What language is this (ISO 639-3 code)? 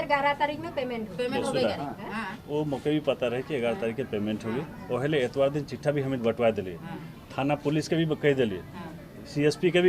sck